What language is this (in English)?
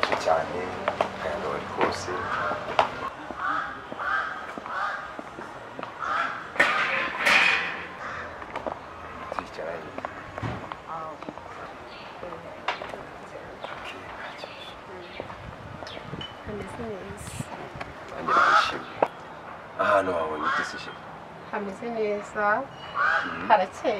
Kinyarwanda